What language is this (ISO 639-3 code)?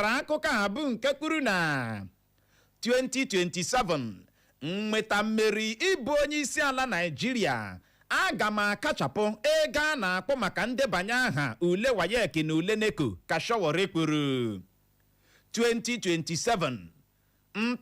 ibo